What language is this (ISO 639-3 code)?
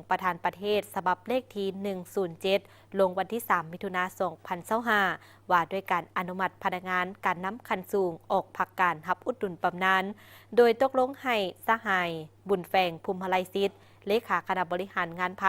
lao